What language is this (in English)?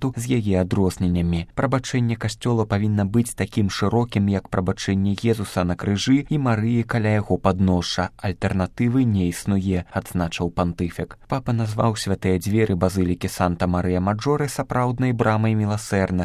Belarusian